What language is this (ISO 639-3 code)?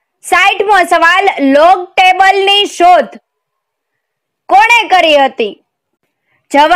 guj